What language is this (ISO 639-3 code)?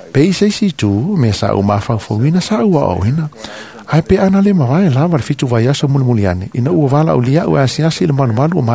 smo